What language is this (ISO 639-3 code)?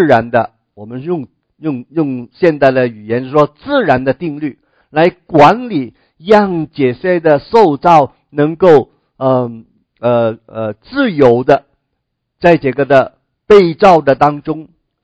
zho